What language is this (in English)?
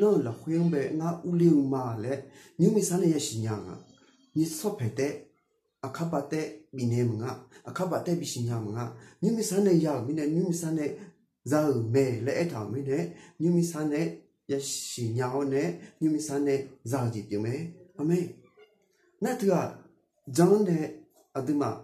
Akha